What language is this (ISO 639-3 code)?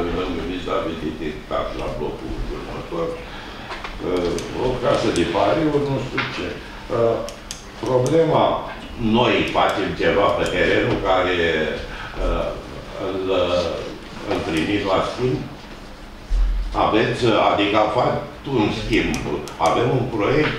ron